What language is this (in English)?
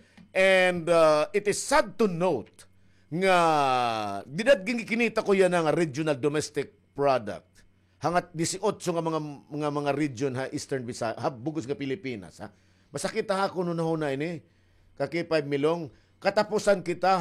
Waray